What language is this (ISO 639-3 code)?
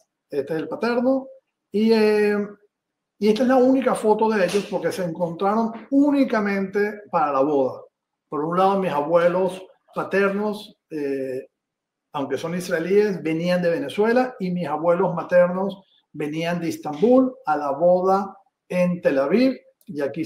lad